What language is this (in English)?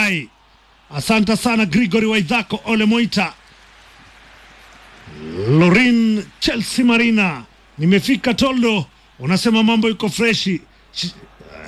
Swahili